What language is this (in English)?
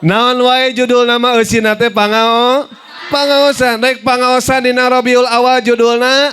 Sundanese